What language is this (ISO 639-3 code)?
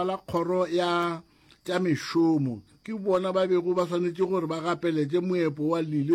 nso